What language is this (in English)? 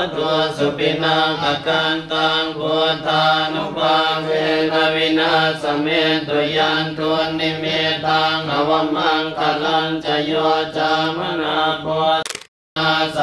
Pali